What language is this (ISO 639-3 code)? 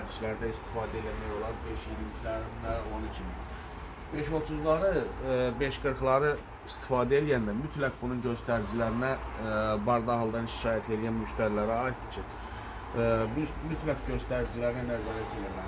aze